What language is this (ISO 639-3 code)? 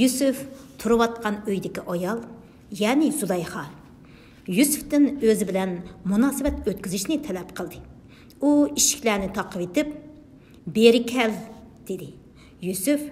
uig